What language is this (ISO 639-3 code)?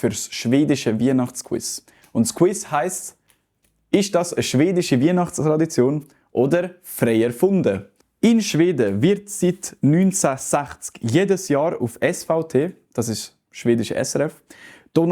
gsw